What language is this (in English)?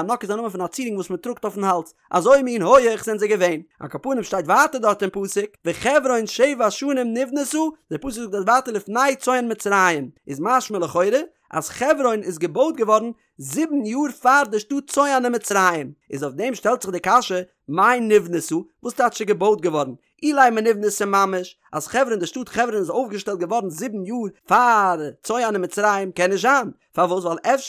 Yiddish